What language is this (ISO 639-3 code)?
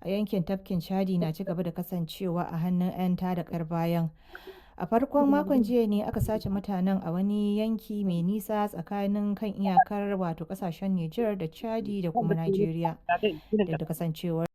hau